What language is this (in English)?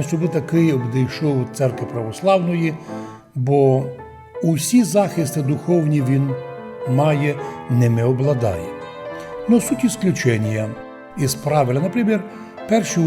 Rusyn